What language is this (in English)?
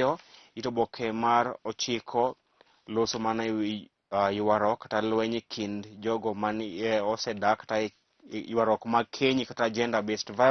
Luo (Kenya and Tanzania)